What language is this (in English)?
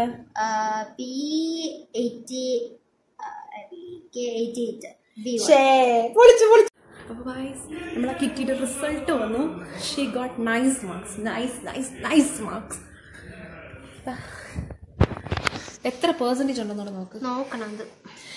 Malayalam